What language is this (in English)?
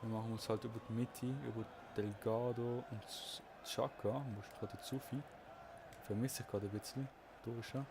Swiss German